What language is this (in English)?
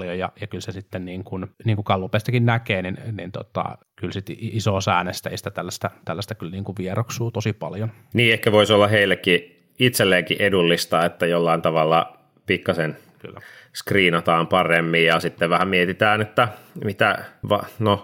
Finnish